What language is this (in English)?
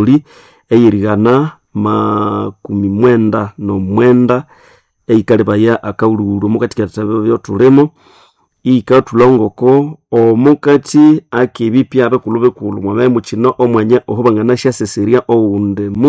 Nande